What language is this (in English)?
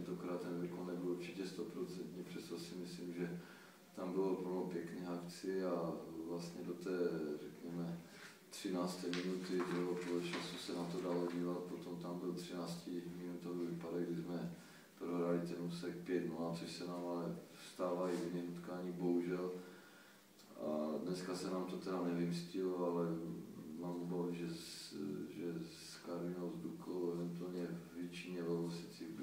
Czech